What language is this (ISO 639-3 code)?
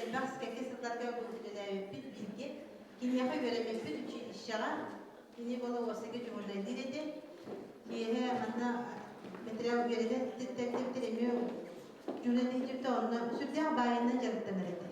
sah